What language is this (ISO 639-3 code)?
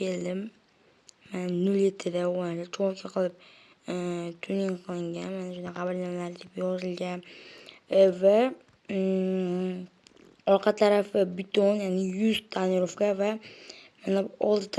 uzb